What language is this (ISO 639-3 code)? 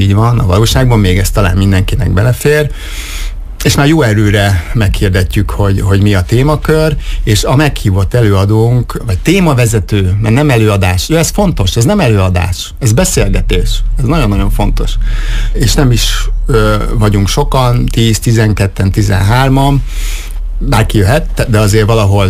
hun